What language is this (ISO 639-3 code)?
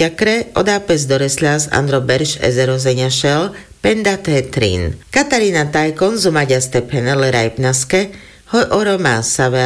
rmc